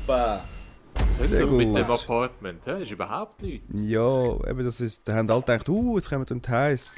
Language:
Swiss German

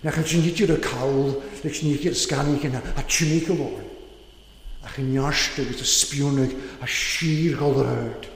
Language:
Welsh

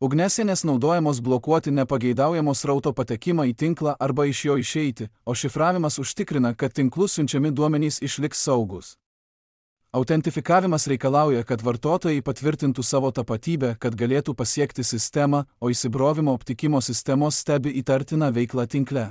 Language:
Lithuanian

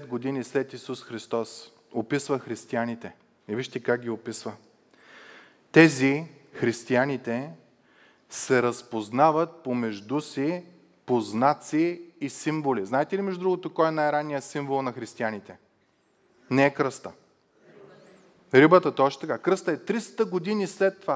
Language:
Bulgarian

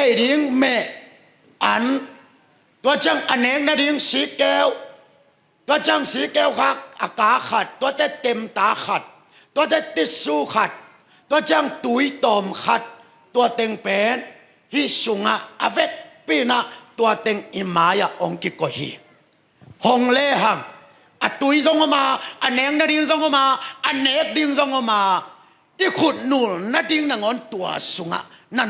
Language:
Tedim Chin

